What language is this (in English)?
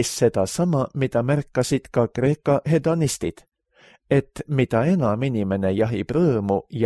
Estonian